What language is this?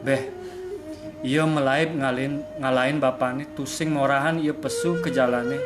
Balinese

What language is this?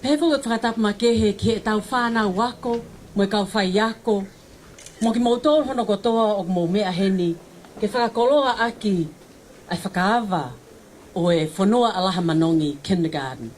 Tongan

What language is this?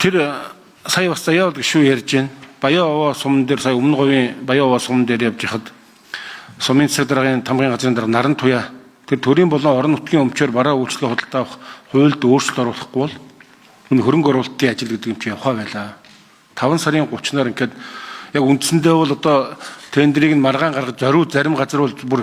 Mongolian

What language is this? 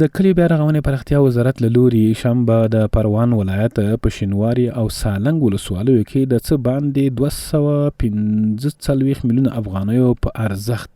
Pashto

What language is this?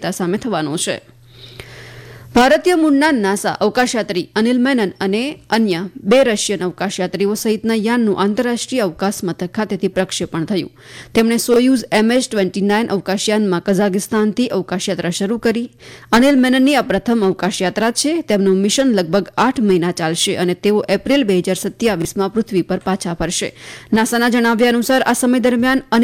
Gujarati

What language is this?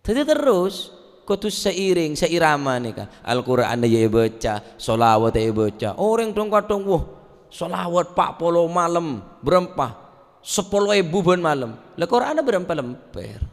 Madurese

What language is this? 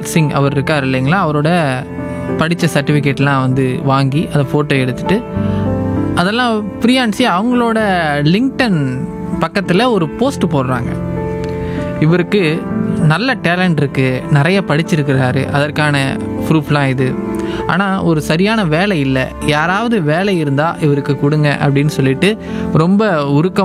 Tamil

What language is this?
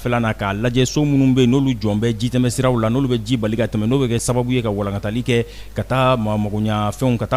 Bambara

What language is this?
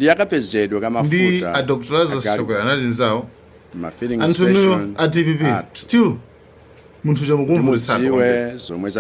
Nyanja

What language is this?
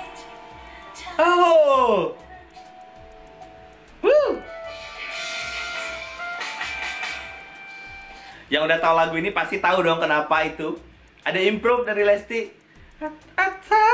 Indonesian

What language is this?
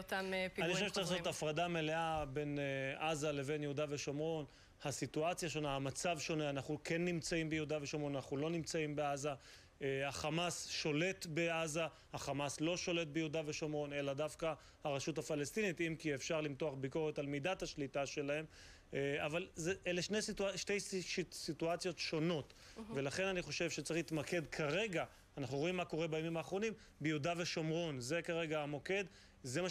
Hebrew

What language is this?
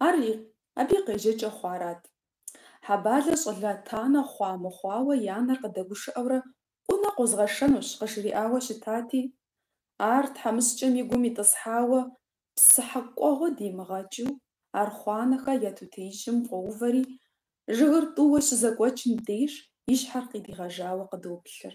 Kabardian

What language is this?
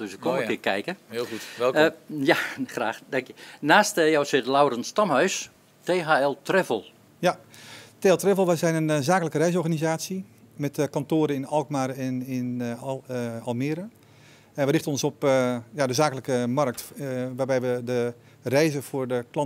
Dutch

